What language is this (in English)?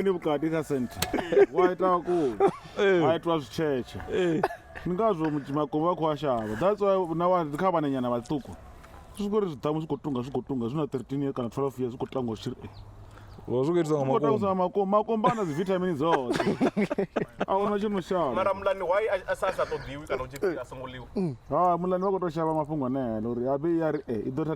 Venda